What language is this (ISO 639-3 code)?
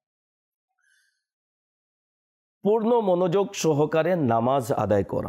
ben